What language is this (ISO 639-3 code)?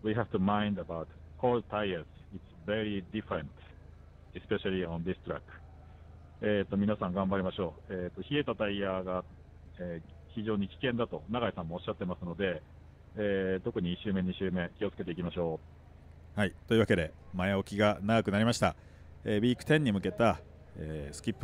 jpn